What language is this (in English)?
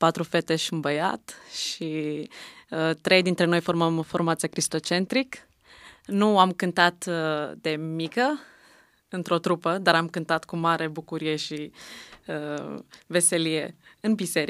Romanian